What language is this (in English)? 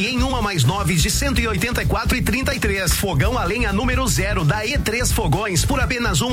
Portuguese